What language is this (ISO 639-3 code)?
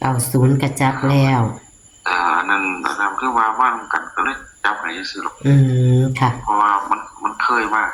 tts